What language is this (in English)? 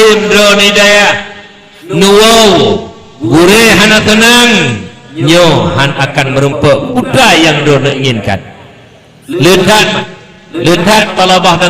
Achinese